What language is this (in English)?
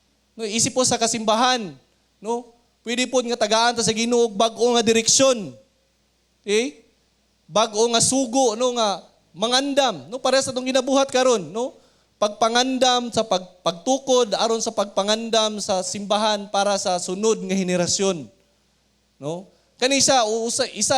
Cebuano